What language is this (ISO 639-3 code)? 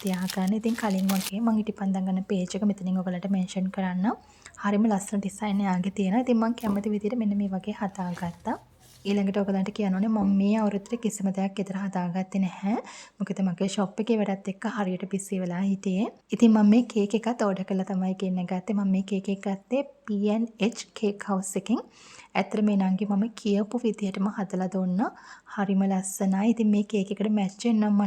sin